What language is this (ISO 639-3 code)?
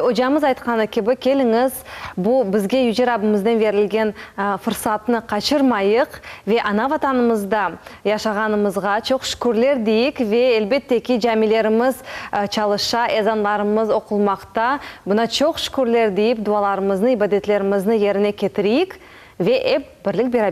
crh